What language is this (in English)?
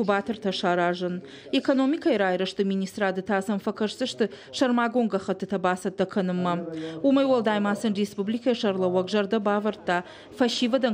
Ossetic